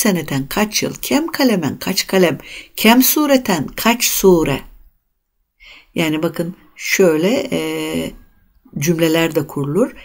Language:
Turkish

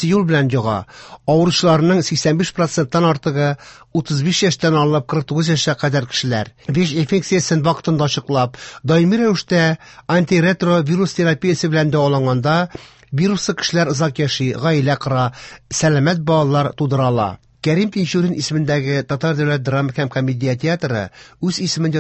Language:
Tatar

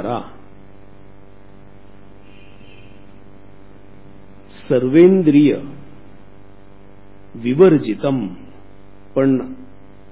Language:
Marathi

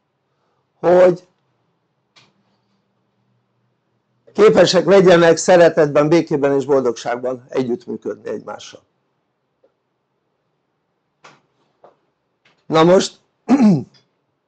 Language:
Hungarian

